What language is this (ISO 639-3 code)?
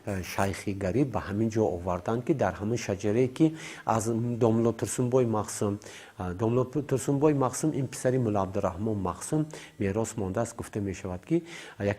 tgk